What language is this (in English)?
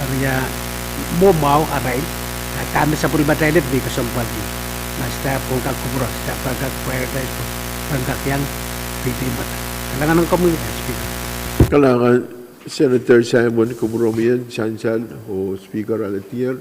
Pohnpeian